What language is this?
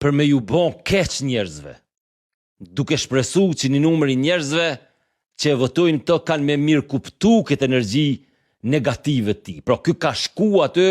Albanian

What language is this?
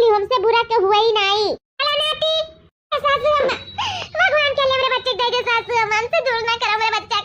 Awadhi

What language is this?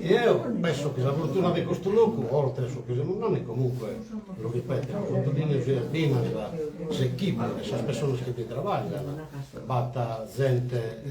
Sardinian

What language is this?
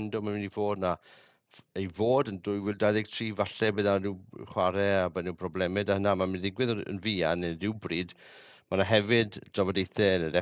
Welsh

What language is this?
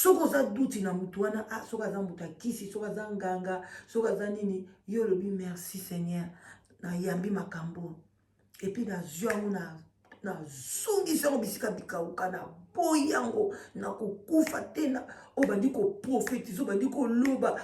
Lingala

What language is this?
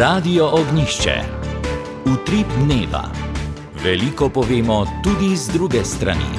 Slovenian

